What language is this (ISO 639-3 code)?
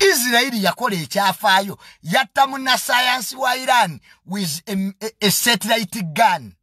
lug